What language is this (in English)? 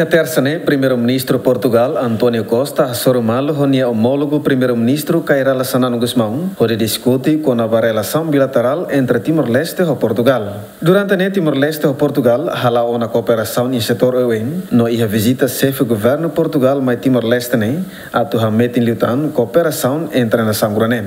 Tetum